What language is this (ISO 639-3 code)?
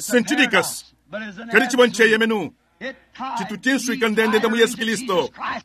lua